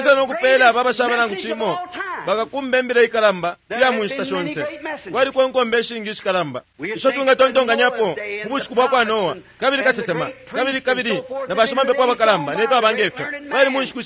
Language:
Bemba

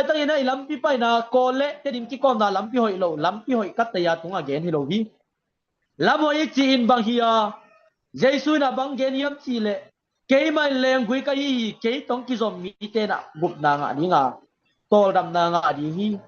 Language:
Tedim Chin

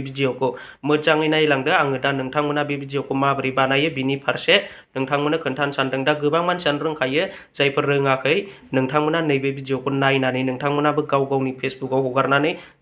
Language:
Bodo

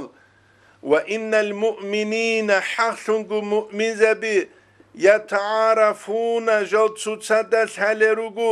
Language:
Avaric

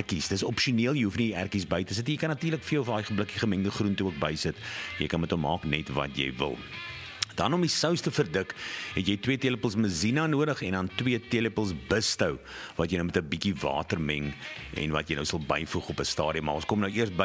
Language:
Afrikaans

